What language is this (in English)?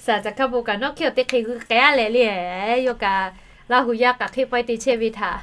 Lahu